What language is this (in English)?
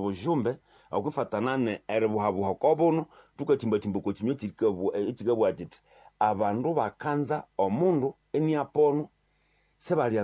Nande